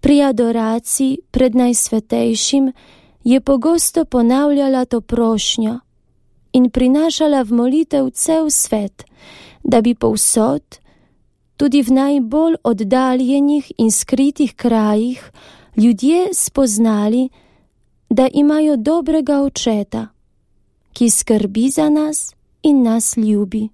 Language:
Slovenian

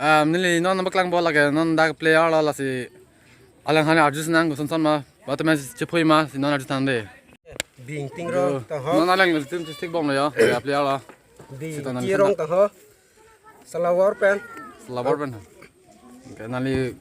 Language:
Karbi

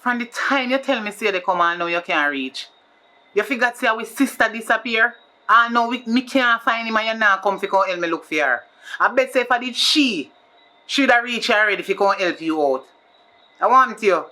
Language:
Jamaican Creole English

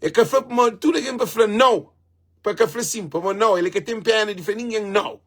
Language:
Kabuverdianu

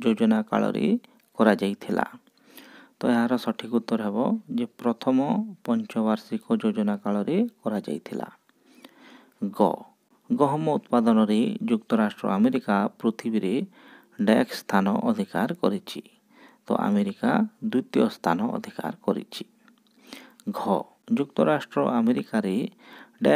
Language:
Odia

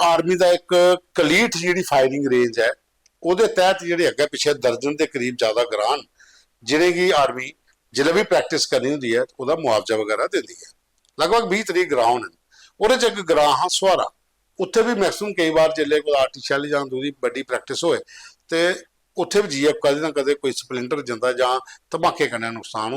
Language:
Dogri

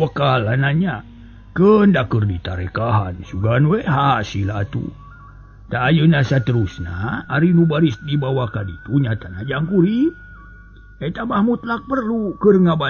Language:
Sundanese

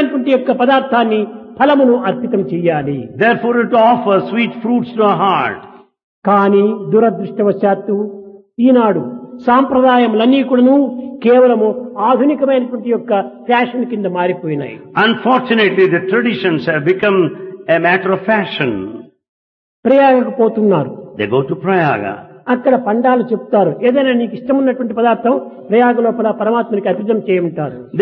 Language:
Telugu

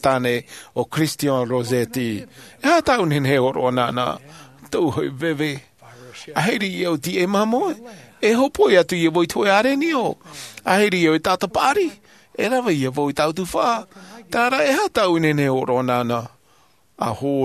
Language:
Tahitian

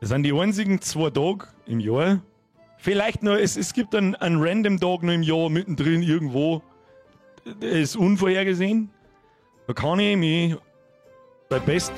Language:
Bavarian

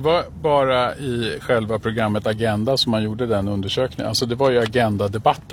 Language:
Swedish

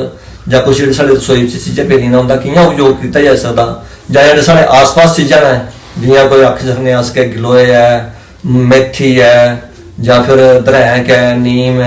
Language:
Dogri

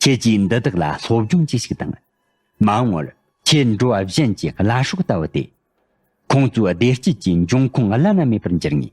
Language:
Tibetan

